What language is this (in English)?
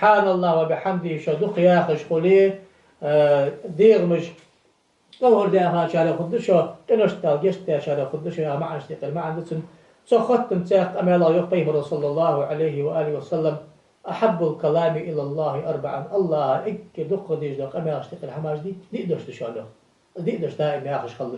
Ingush